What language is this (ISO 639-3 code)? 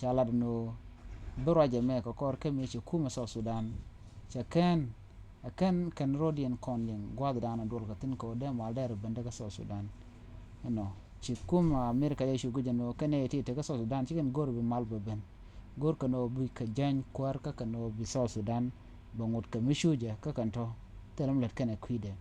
nus